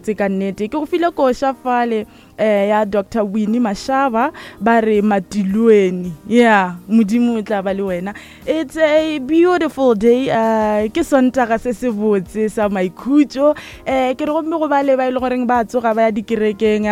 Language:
Northern Sotho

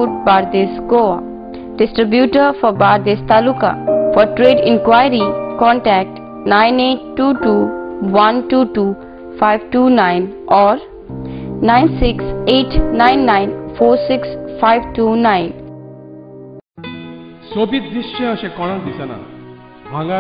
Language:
Konkani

